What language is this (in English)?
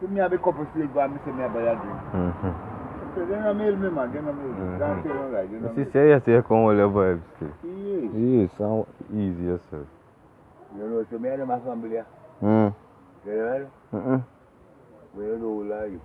Jamaican Creole English